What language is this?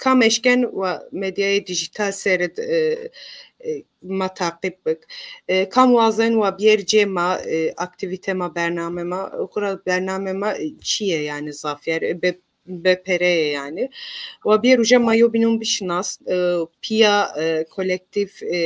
Zaza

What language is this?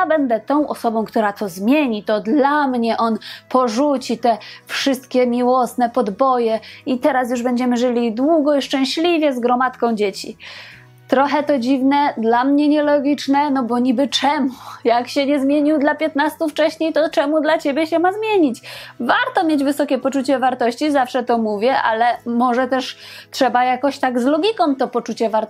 Polish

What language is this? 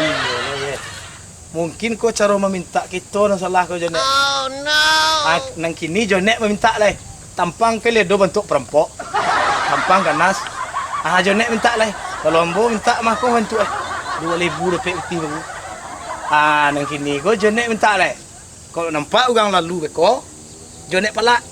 Minangkabau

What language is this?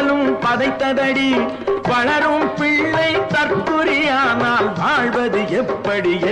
Tamil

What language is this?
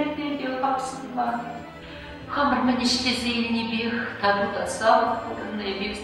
Chuvash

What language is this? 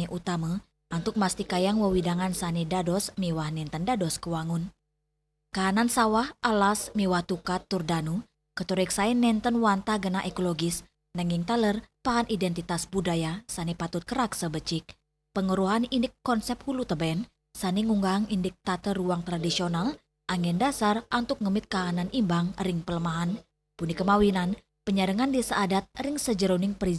Balinese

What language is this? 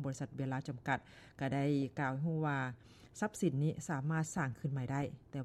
Lao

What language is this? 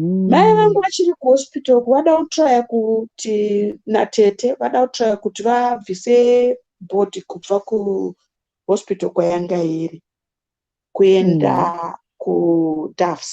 Shona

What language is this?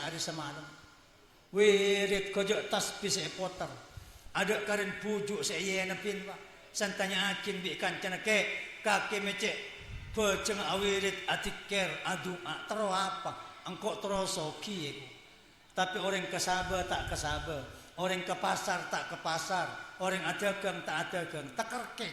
Madurese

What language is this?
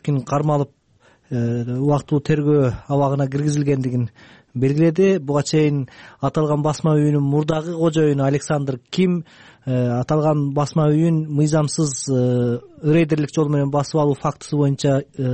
Kyrgyz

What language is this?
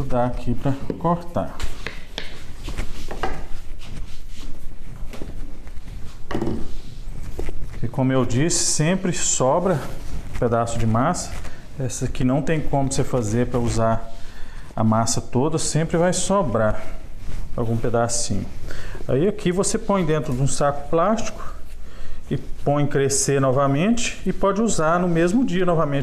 Portuguese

